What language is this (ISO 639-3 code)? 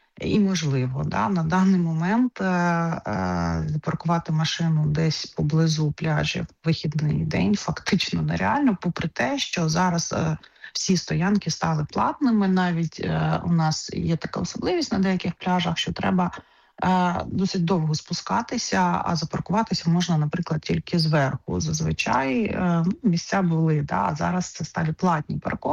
ukr